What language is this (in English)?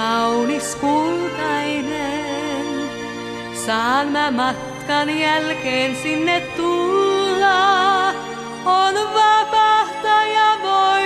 Finnish